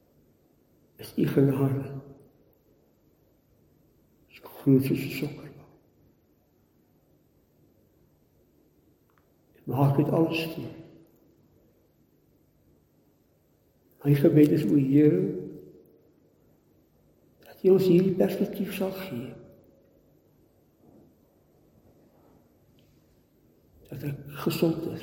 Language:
Afrikaans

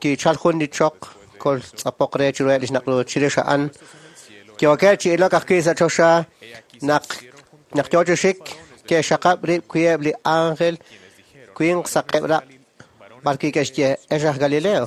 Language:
Kekchí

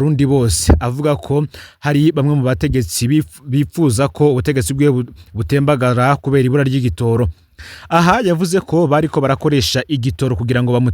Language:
Rundi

